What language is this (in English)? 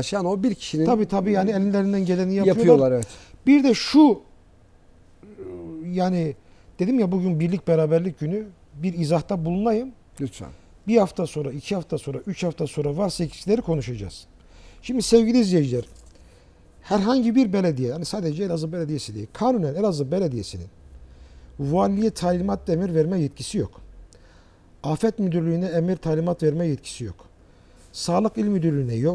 Turkish